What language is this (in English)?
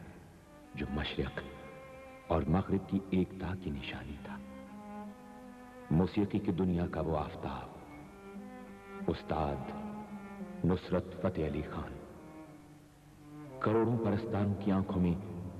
Hindi